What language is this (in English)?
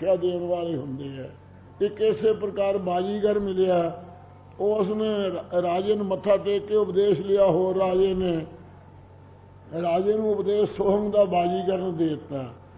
Punjabi